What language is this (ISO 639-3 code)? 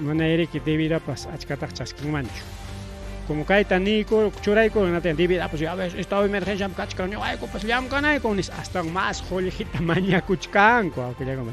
quy